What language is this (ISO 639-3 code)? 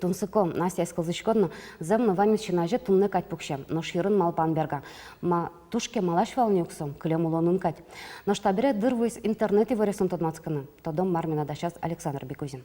udm